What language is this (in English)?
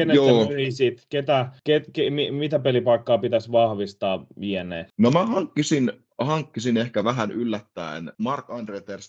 Finnish